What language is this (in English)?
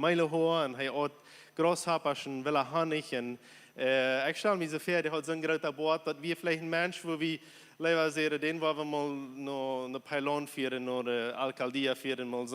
Plautdietsch